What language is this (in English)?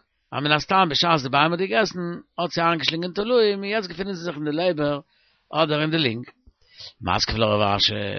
Yiddish